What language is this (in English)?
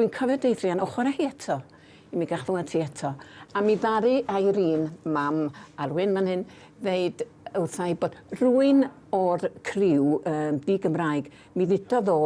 Welsh